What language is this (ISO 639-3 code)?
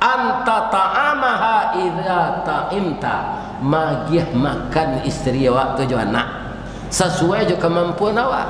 min